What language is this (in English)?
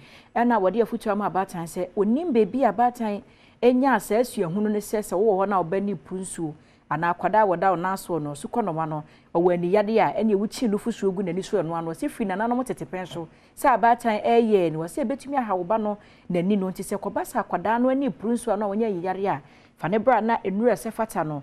Akan